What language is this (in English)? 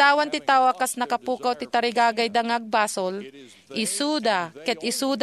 Iloko